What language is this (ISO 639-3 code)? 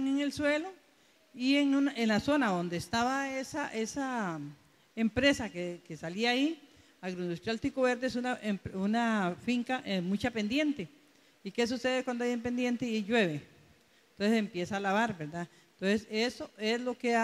spa